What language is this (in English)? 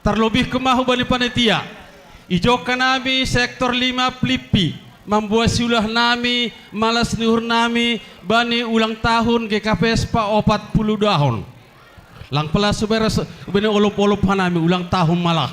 Batak Simalungun